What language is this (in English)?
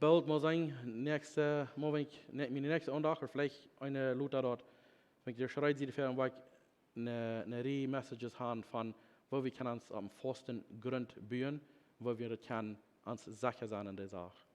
Plautdietsch